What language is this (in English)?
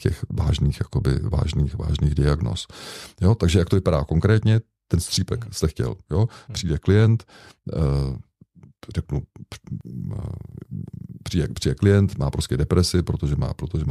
Czech